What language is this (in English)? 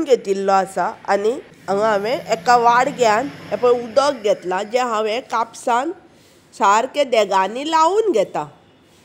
Konkani